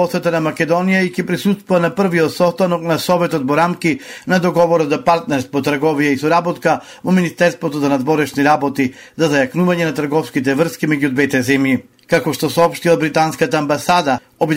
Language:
Macedonian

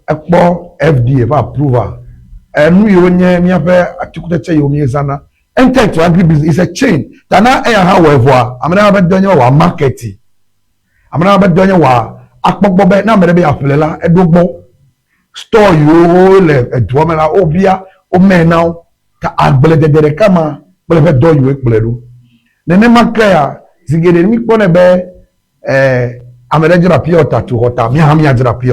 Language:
Ewe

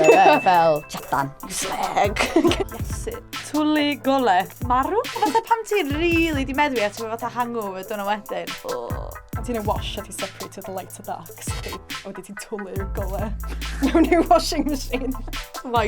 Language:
Welsh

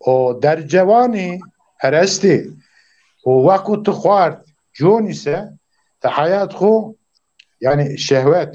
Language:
Zaza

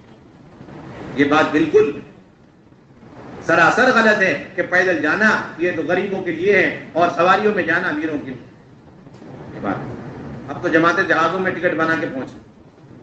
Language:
Urdu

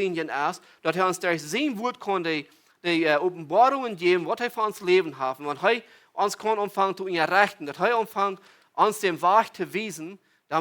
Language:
Plautdietsch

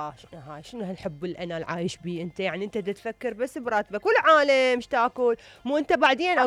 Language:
Mesopotamian Arabic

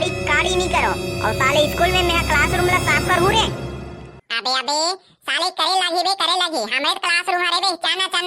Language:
Chhattisgarhi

